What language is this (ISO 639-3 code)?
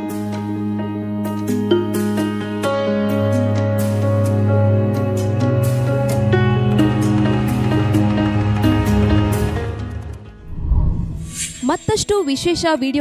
kan